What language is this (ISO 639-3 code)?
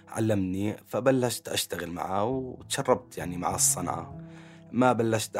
apc